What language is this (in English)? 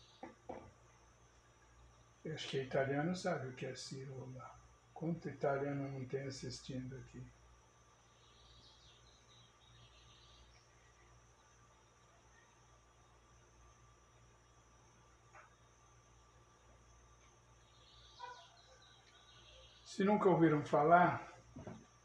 Portuguese